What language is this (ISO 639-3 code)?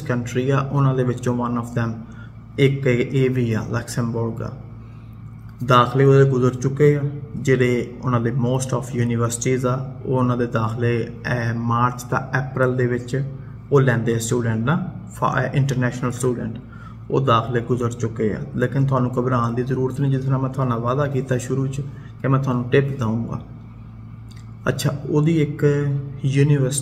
pan